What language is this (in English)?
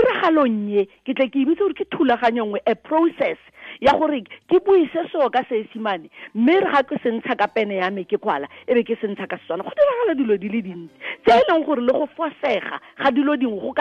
Tswana